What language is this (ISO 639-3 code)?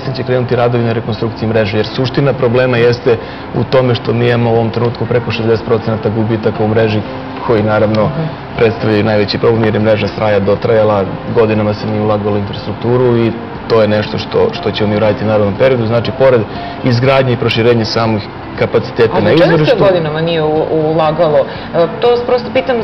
srp